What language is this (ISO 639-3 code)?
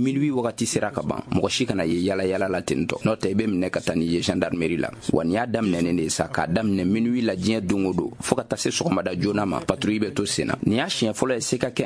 bam